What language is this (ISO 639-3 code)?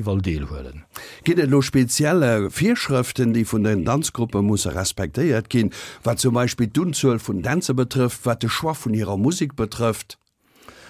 ltz